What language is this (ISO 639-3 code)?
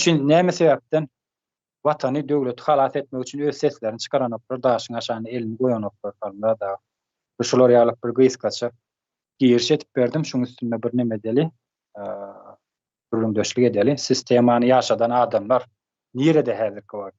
tuk